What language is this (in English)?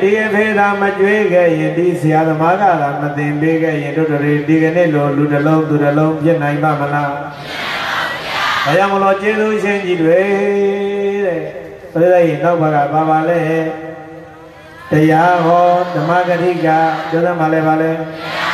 Burmese